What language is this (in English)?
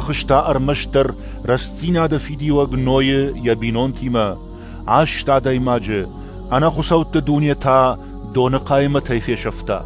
Ossetic